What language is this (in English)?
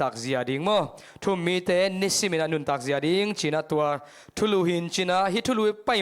Tedim Chin